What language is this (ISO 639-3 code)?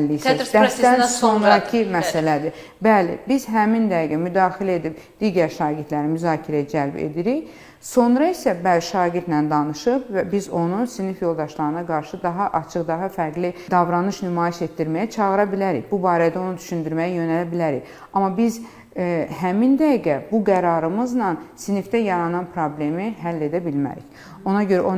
aze